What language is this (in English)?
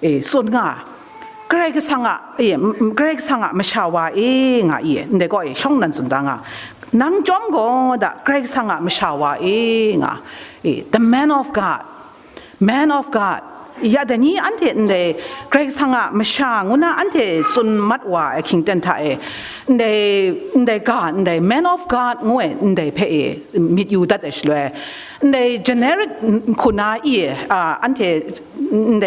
Kachin